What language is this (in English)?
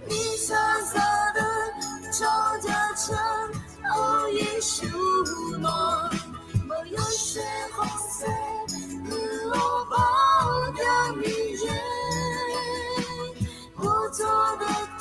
Akha